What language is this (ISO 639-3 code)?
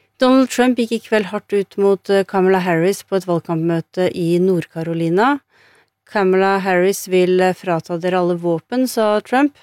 nor